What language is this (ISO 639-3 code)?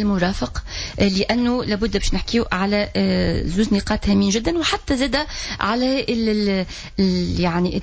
aeb